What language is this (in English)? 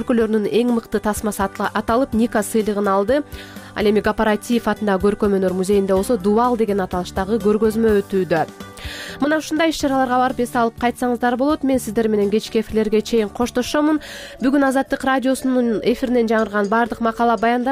Kyrgyz